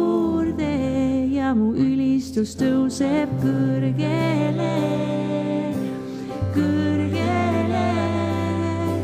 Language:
Estonian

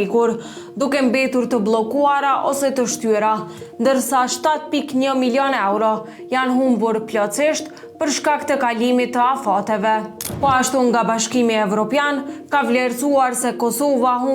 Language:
Albanian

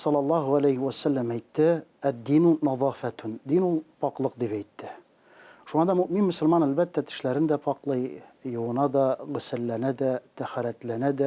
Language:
Tatar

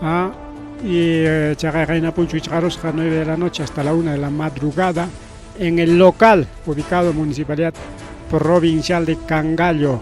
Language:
Ayacucho Quechua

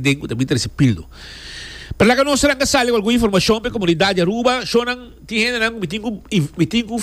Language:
Papiamento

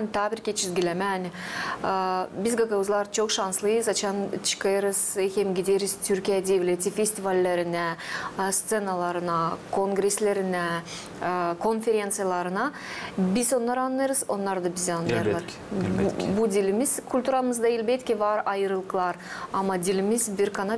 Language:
Gagauz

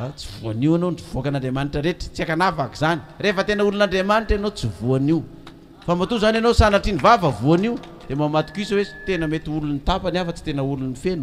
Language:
Malagasy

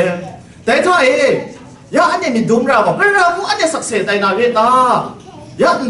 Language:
Kachin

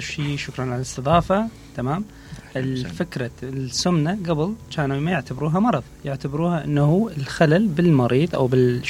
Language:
Mesopotamian Arabic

